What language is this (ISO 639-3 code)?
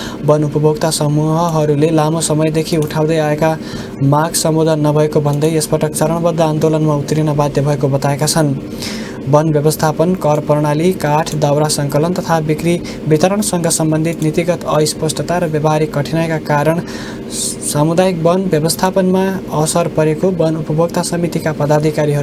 nep